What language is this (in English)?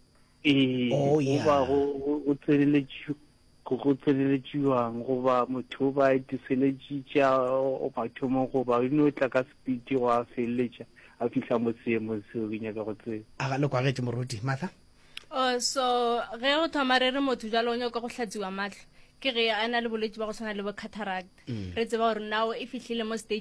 Northern Sotho